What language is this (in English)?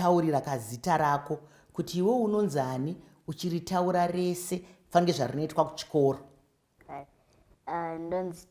Shona